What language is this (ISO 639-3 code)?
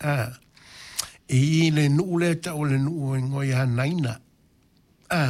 smo